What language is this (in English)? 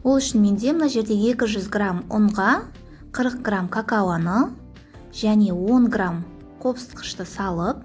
Kazakh